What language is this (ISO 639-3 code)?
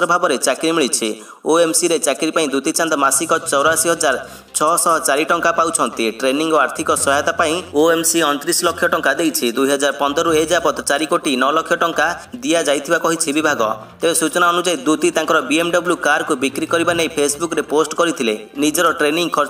ori